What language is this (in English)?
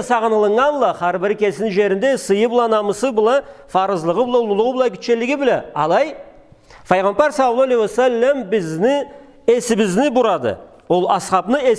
Karachay-Balkar